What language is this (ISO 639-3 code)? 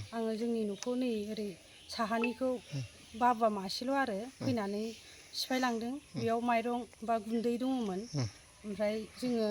brx